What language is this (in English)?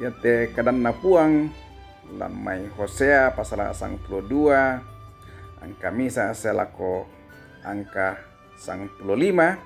Toraja-Sa'dan